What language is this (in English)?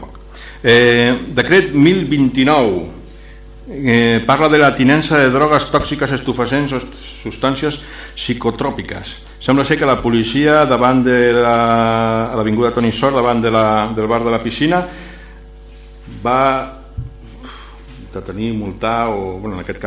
Catalan